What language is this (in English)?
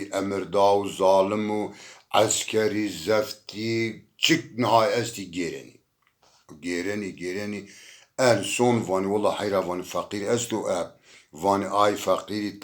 Zaza